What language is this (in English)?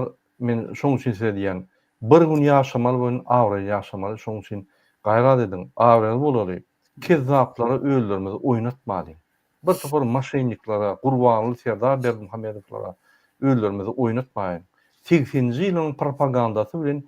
Turkmen